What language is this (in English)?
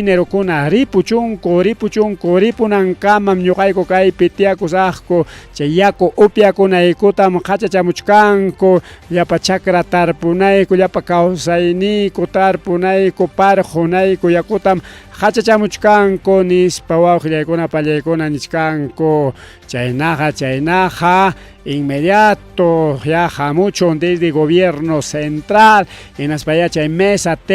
Ayacucho Quechua